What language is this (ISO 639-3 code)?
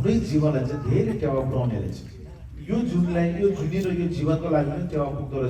nep